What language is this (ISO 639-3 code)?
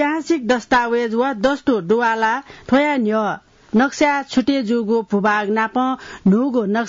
new